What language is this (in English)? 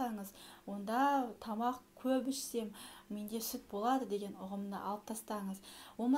Kazakh